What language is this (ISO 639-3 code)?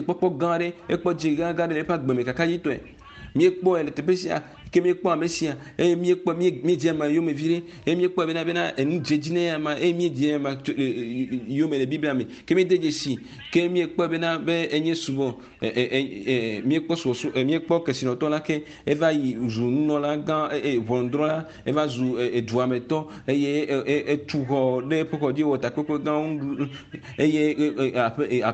ewe